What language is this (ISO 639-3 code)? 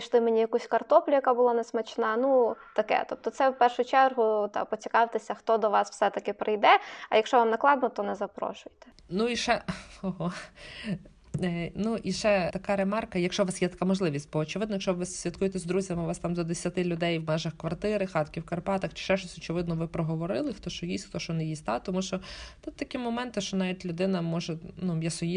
ukr